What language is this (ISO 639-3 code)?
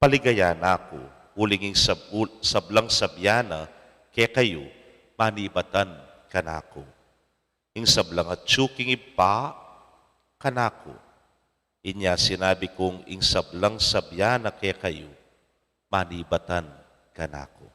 pam